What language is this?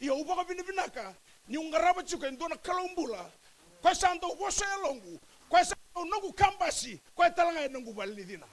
Fijian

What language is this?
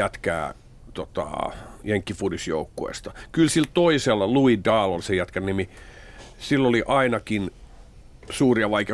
Finnish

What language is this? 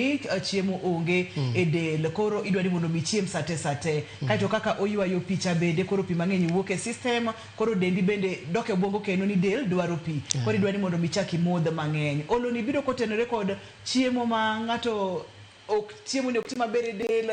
Luo (Kenya and Tanzania)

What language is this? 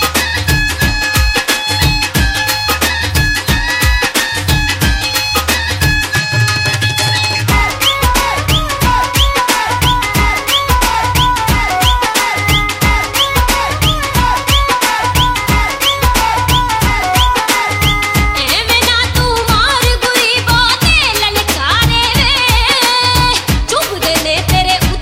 Punjabi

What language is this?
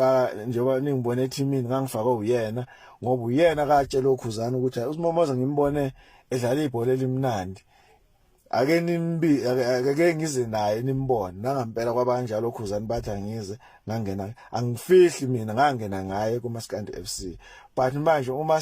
Zulu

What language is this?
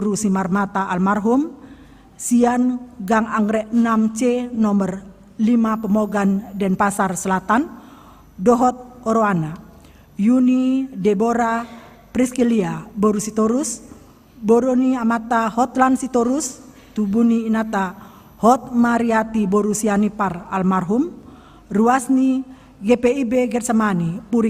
Batak Toba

